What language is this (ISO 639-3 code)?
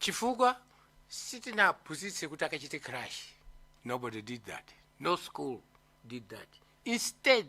nya